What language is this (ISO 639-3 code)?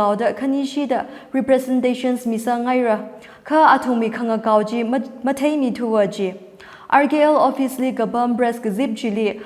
nmf